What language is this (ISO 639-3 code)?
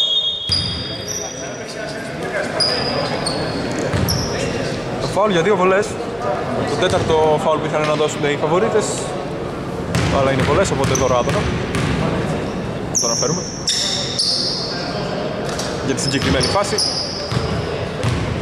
ell